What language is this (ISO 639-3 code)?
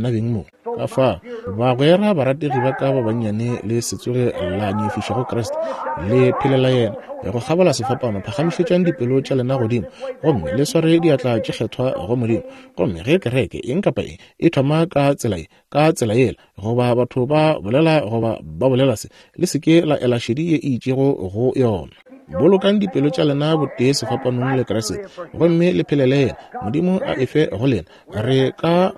nso